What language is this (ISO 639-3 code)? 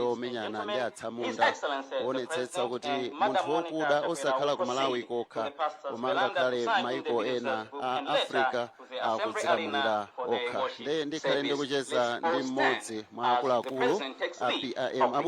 nya